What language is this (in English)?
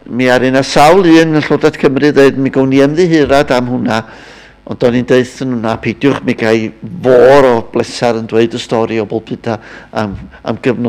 Welsh